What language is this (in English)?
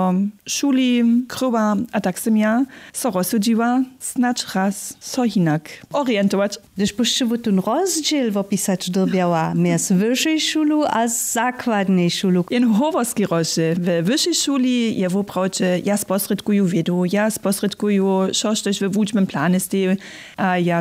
Upper Sorbian